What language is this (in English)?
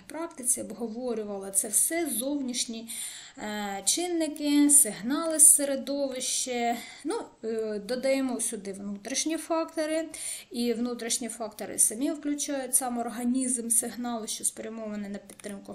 Ukrainian